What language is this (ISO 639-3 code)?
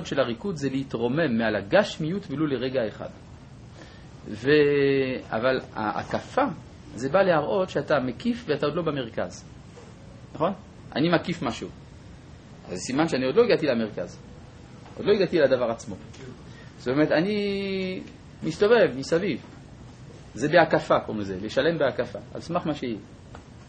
heb